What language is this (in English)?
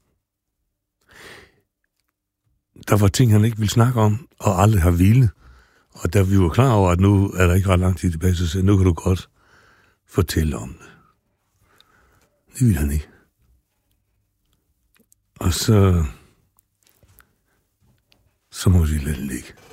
Danish